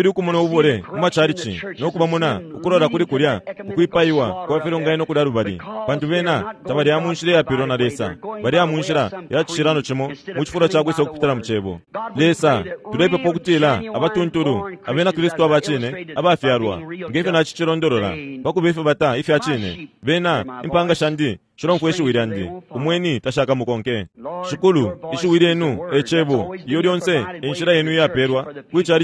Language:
Bemba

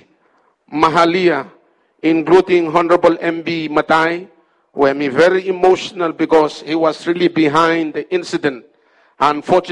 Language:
Bislama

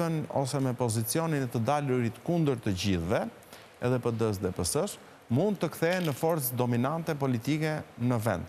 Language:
Albanian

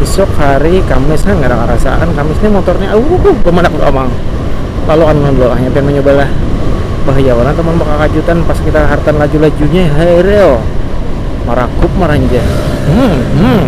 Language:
Banjar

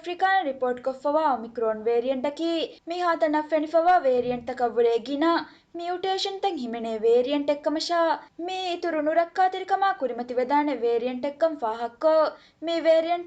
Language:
Divehi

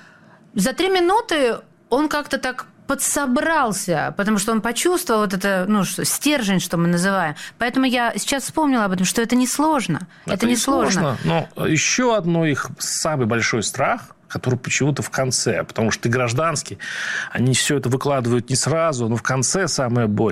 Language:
Russian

